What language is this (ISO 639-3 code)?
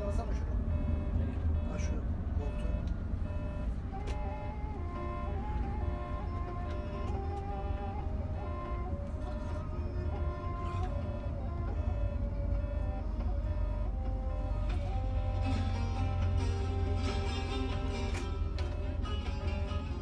tur